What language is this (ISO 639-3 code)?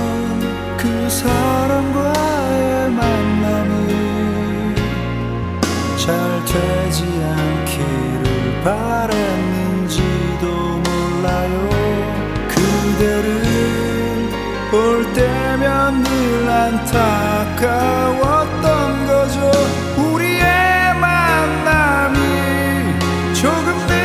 kor